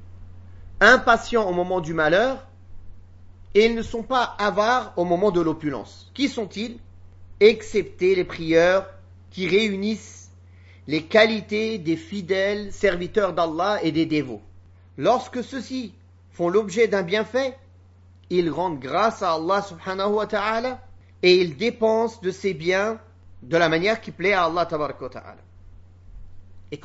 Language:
French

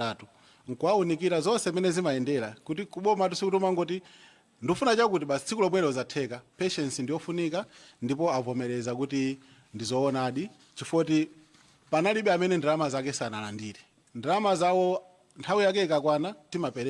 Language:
Nyanja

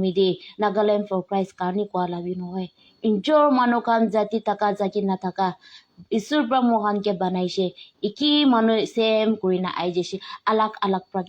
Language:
Naga Pidgin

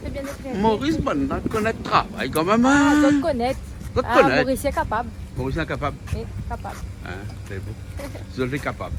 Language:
Réunion Creole French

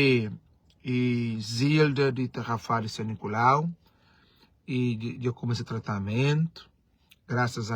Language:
Kabuverdianu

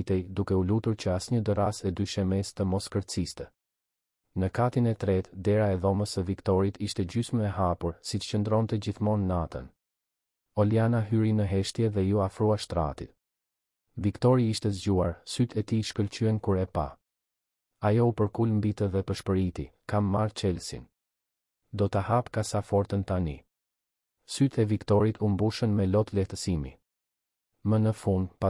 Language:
Albanian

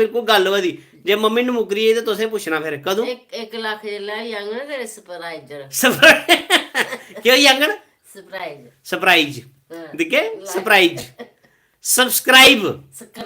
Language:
Dogri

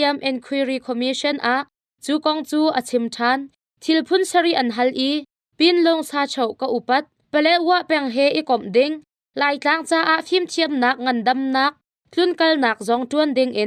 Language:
Hakha Chin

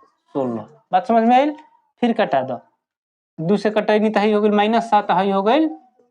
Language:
Bhojpuri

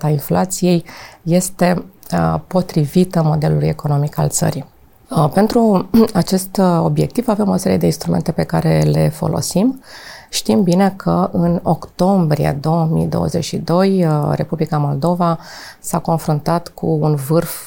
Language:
Romanian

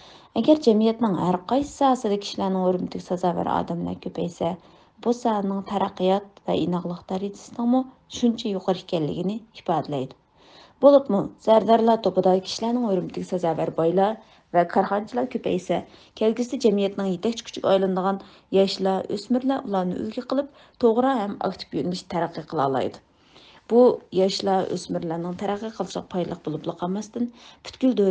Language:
Uyghur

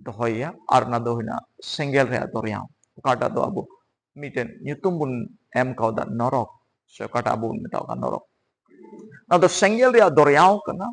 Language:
Santali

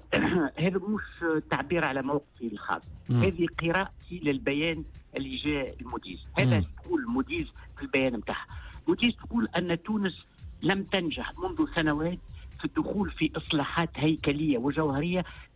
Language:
Tunisian Arabic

